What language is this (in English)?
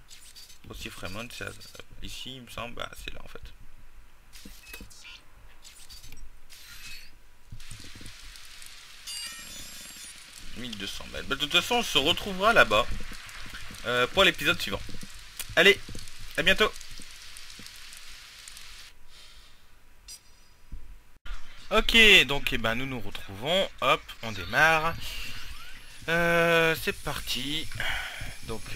French